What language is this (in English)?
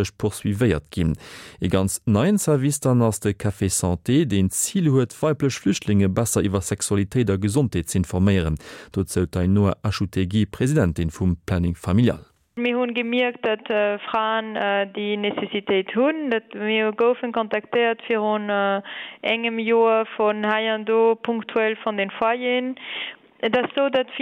Luxembourgish